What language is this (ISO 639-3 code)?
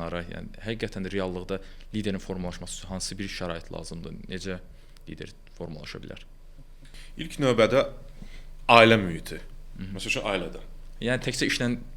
aze